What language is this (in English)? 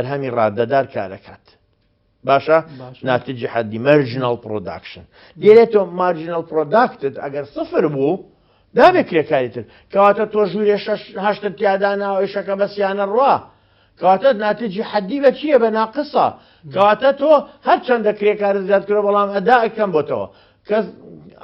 Central Kurdish